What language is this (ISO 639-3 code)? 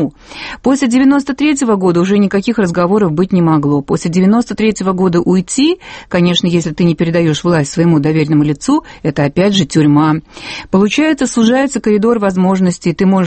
rus